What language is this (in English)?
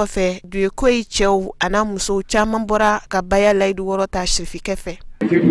Bambara